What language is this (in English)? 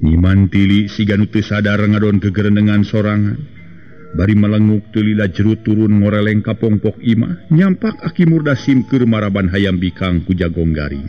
Sundanese